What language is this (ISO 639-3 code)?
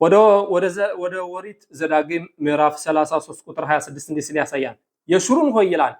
amh